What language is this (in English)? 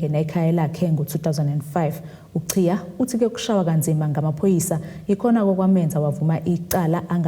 Zulu